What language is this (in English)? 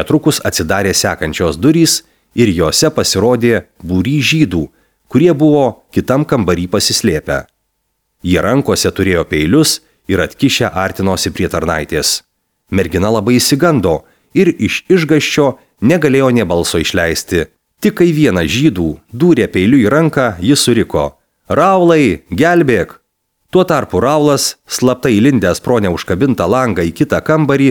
Lithuanian